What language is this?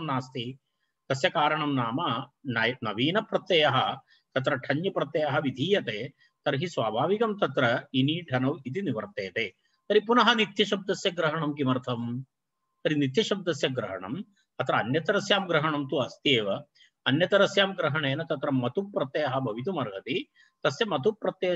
Sanskrit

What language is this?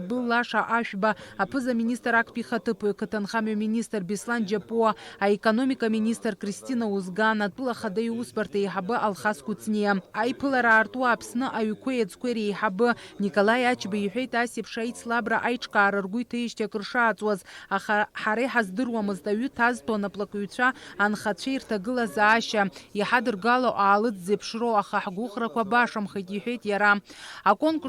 Abkhazian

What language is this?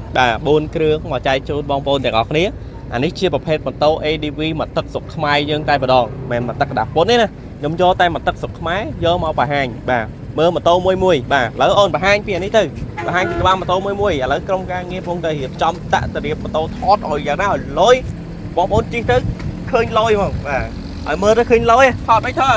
Khmer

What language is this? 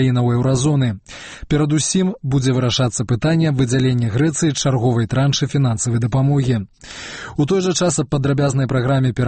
Belarusian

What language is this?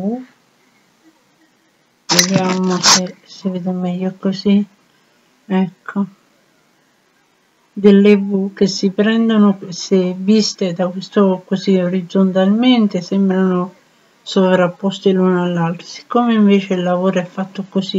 Italian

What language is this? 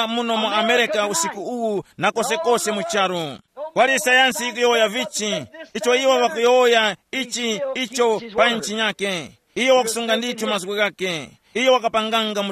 Tumbuka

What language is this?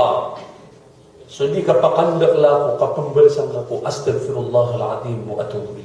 Maranao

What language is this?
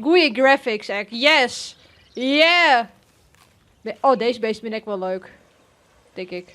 Western Frisian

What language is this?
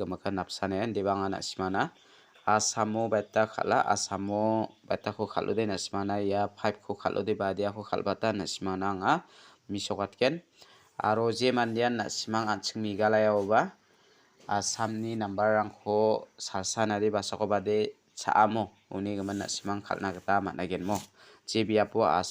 Garo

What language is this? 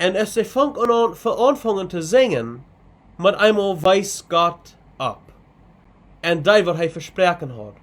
Plautdietsch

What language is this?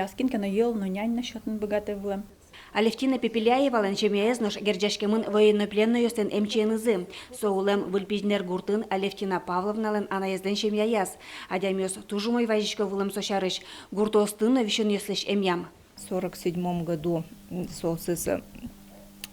Udmurt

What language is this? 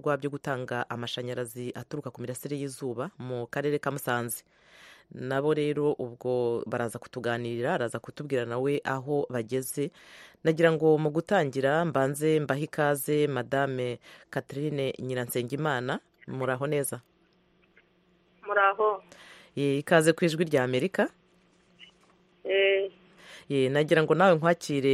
Kinyarwanda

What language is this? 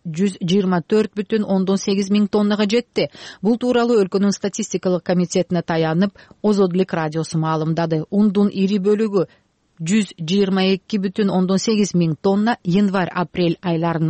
Kyrgyz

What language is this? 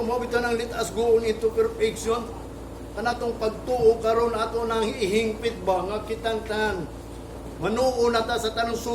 Cebuano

